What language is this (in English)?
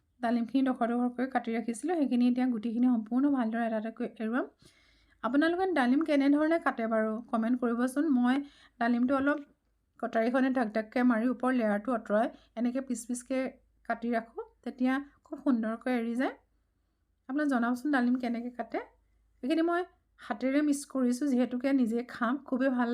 Assamese